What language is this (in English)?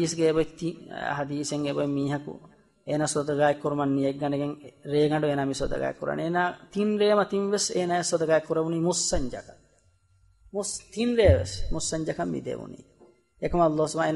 Divehi